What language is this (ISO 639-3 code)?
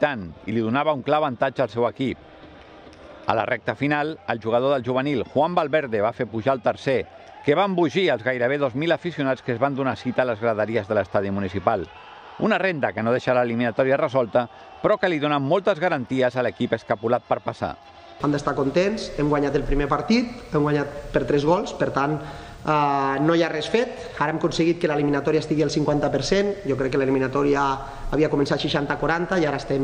cat